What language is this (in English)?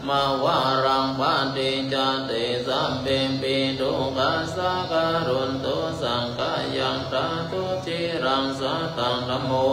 Pali